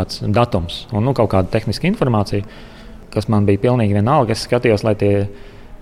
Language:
Latvian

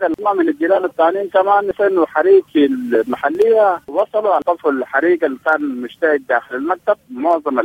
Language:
Sudanese Arabic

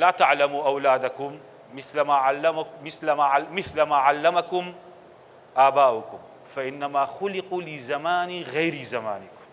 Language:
Central Kurdish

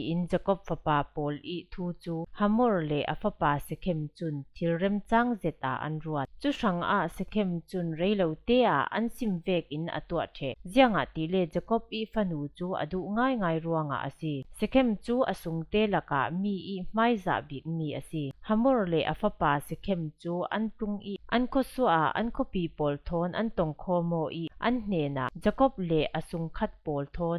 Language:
Falam Chin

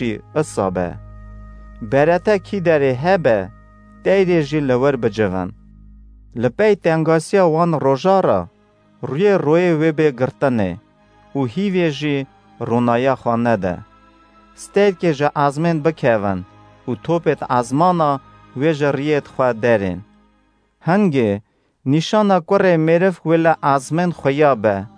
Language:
Kurdish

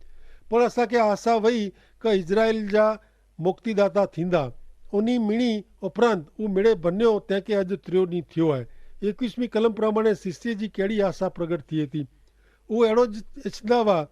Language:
Kachhi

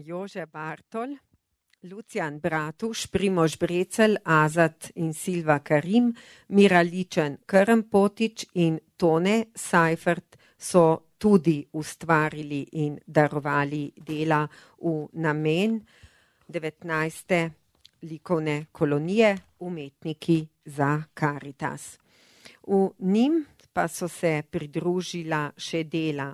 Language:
Slovenian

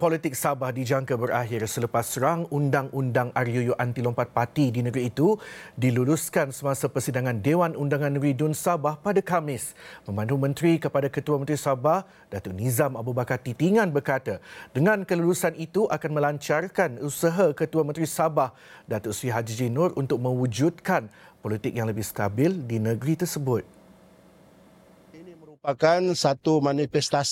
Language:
Malay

